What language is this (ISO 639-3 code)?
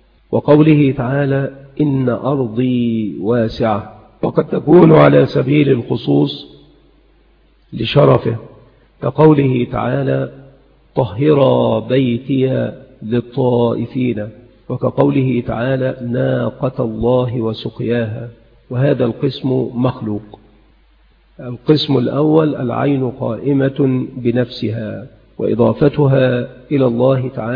ara